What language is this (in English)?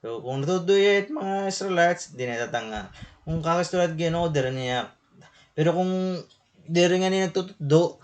Waray